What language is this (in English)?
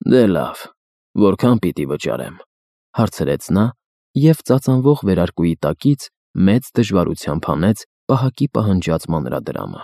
Armenian